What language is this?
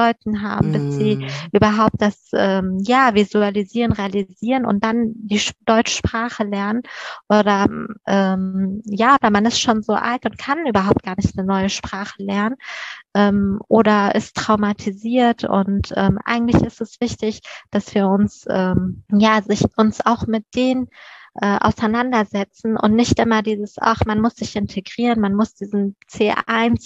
German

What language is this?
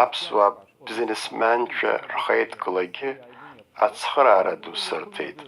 Abkhazian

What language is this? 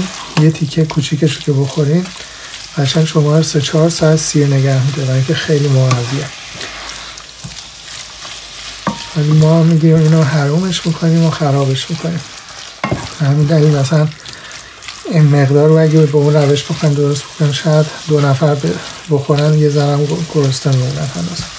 Persian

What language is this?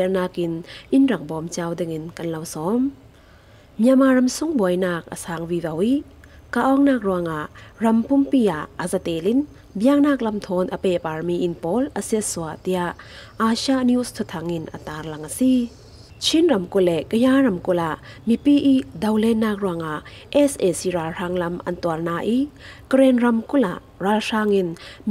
Falam Chin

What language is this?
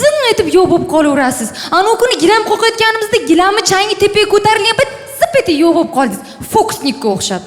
Uzbek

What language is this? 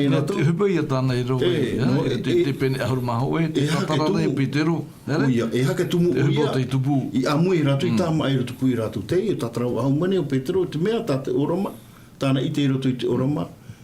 Tahitian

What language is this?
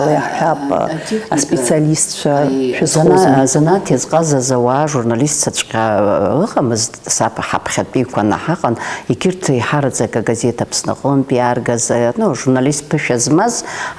Abkhazian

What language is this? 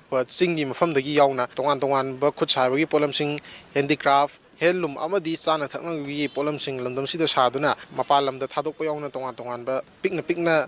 Manipuri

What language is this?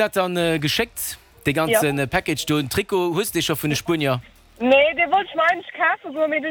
Luxembourgish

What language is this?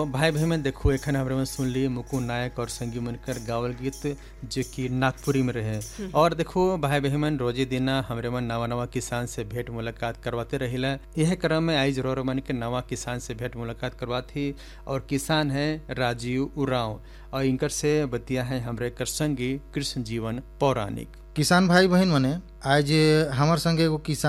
Sadri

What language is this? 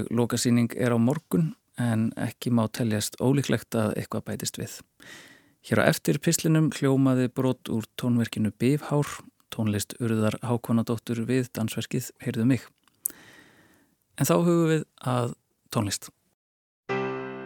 Icelandic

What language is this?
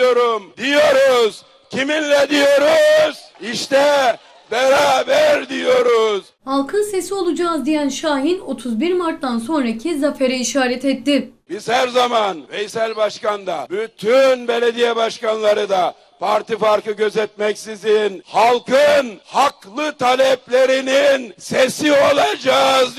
Turkish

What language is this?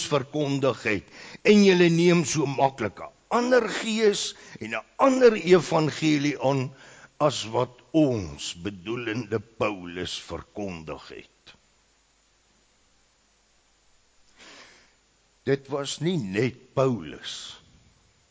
Afrikaans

